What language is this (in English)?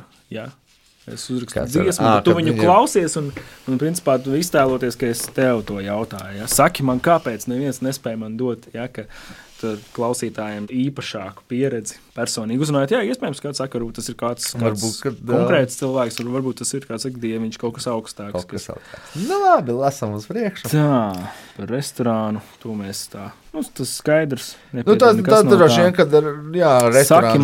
Latvian